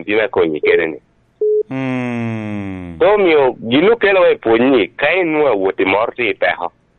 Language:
Lango (Uganda)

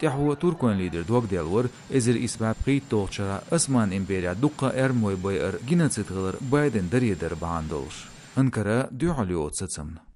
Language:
Chechen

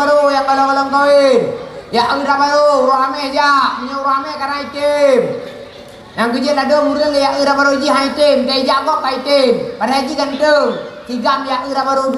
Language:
Achinese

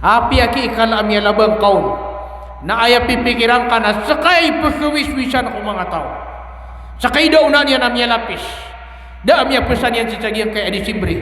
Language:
Maranao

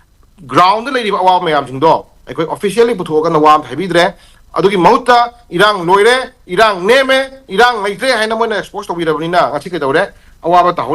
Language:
Manipuri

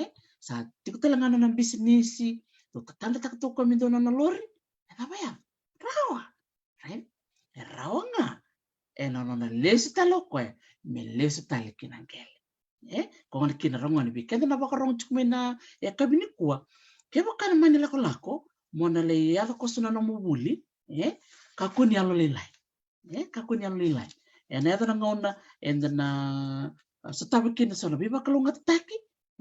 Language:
Fijian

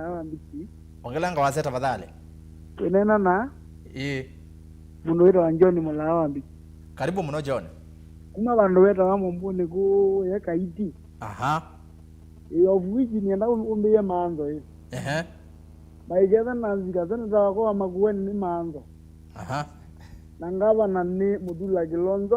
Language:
Kamba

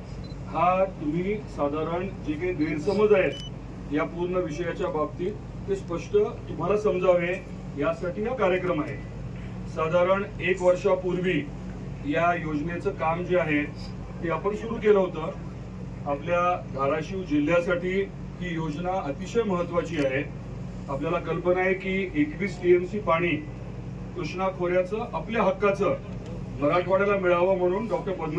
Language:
Marathi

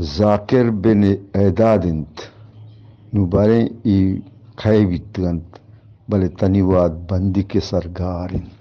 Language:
Eastern Balochi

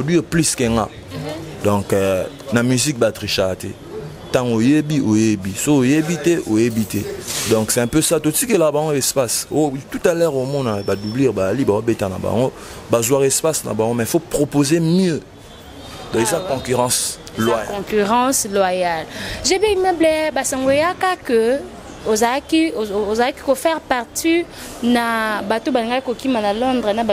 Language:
Lingala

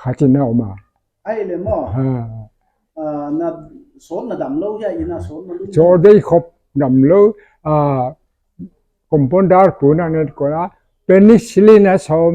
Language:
Paite Chin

